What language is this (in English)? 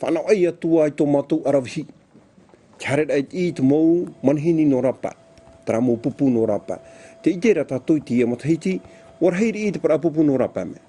Tahitian